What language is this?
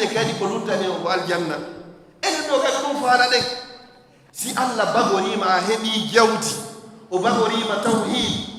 Fula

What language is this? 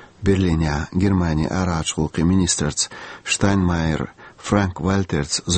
Chechen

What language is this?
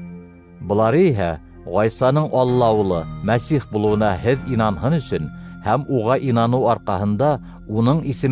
Bashkir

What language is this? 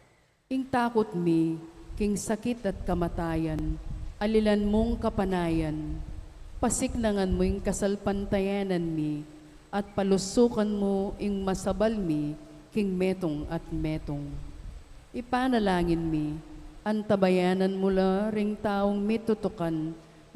Pampanga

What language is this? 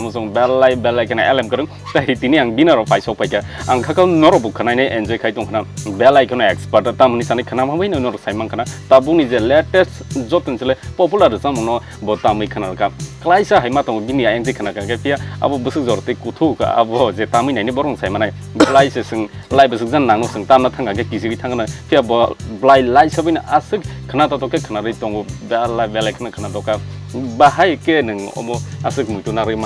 Kok Borok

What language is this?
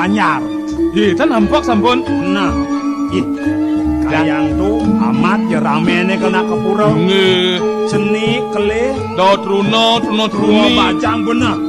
Balinese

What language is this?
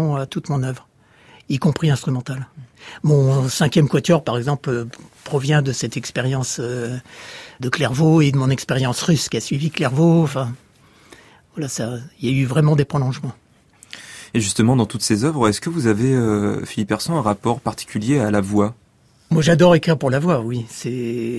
French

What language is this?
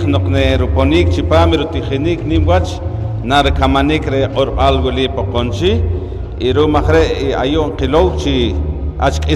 Poqomchi'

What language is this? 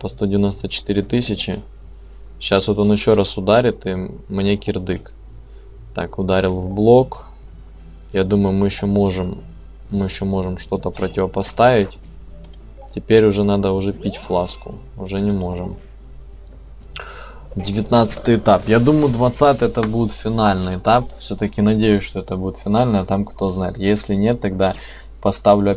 Russian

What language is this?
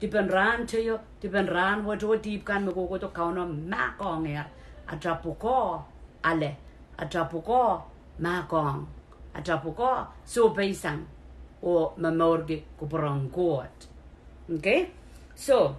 Pohnpeian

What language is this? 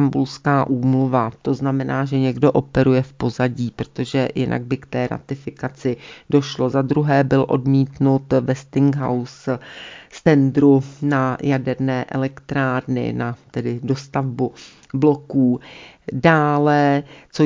Czech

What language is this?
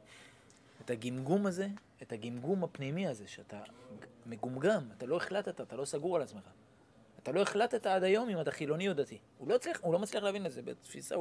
Hebrew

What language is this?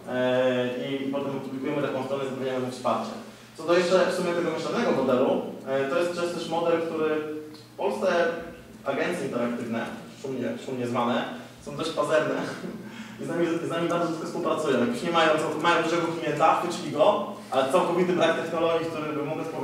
Polish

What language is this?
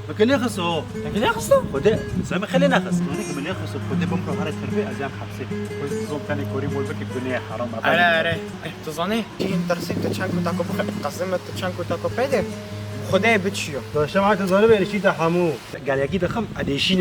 Kurdish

